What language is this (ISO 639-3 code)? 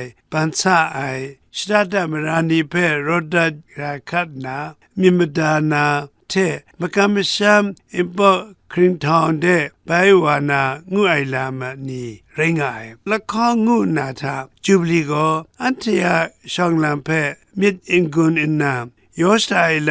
kac